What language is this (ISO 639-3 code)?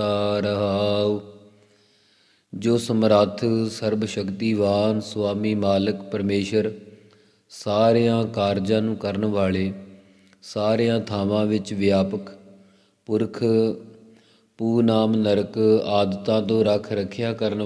pan